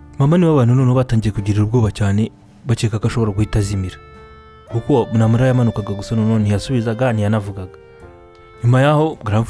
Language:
Kinyarwanda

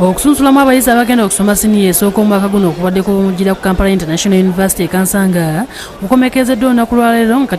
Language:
Ganda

